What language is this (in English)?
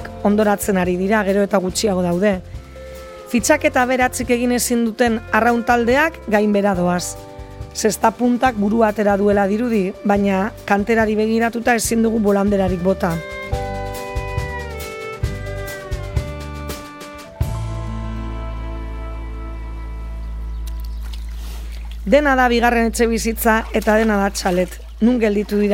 Basque